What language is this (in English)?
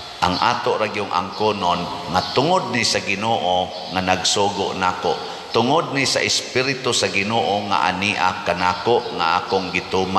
Cebuano